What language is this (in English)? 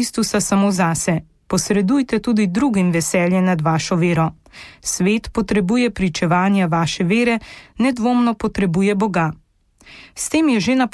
Slovenian